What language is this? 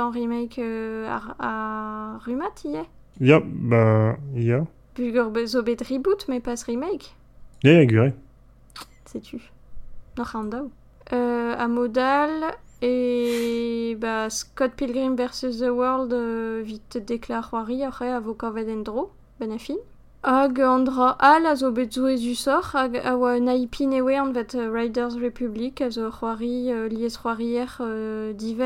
Breton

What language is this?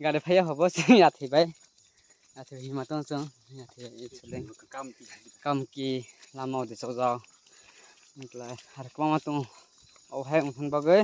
Kok Borok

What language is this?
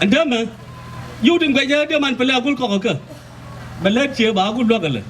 Nuer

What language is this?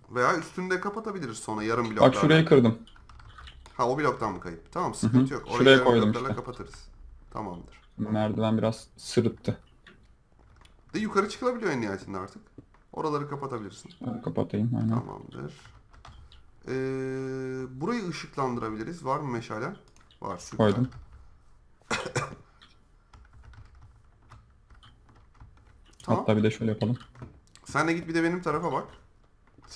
Turkish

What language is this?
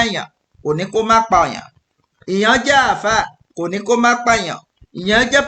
Yoruba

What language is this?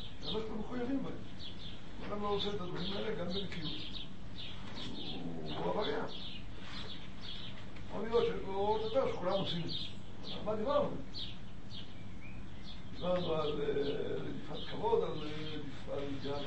Hebrew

